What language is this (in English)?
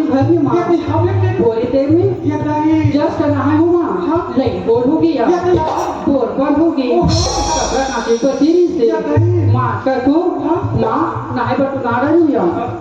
Chhattisgarhi